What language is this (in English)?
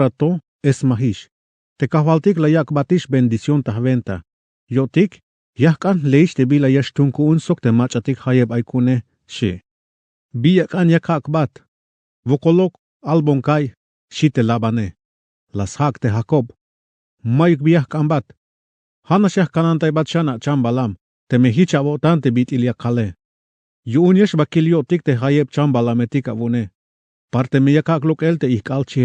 Tzeltal